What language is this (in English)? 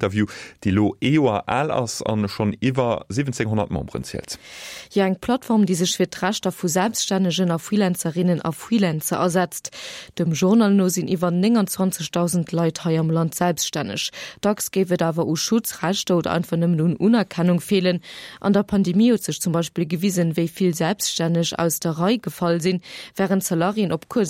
Luxembourgish